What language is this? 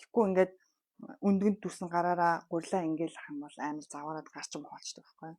Mongolian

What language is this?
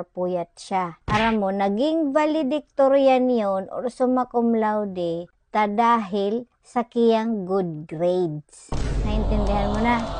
Bikol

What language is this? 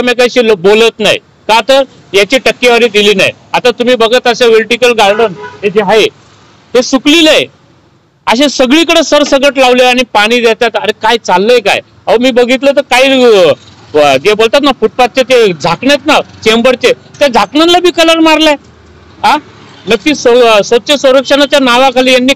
Marathi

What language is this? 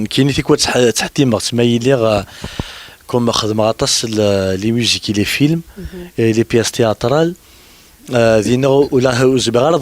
Kabyle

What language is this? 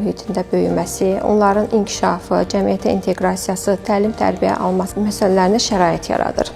Azerbaijani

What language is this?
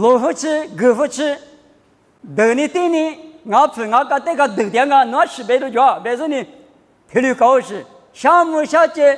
Lisu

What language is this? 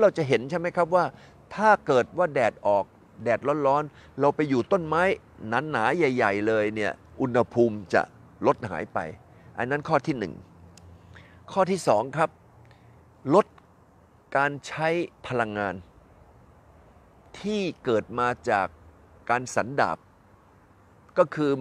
Thai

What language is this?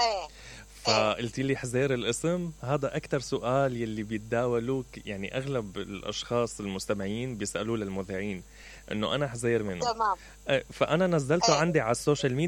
Mesopotamian Arabic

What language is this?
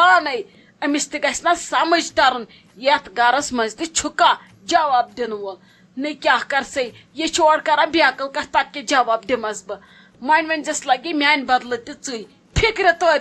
Kashmiri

